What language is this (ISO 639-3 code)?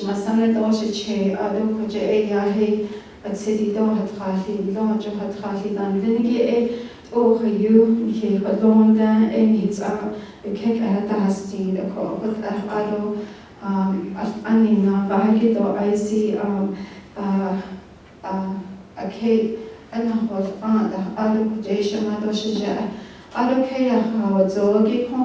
nav